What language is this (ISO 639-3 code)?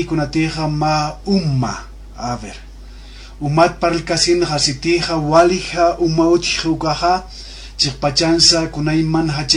aym